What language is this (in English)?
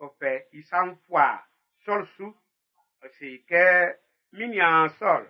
Baoulé